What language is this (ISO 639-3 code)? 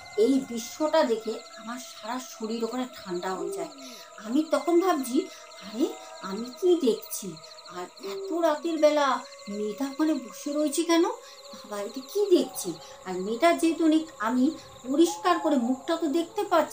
ben